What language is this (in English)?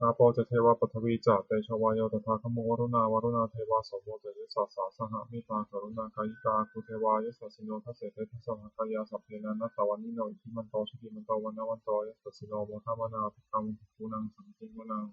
Pali